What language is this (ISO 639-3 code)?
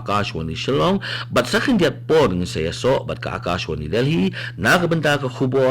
kha